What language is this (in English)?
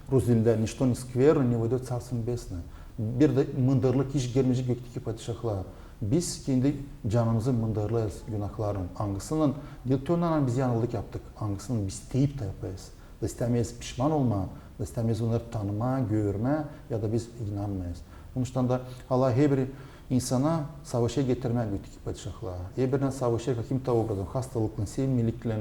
Gagauz